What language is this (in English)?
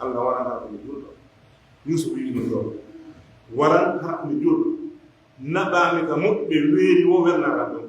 Pular